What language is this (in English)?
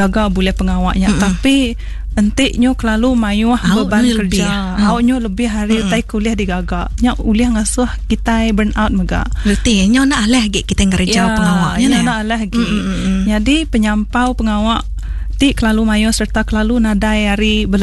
Iban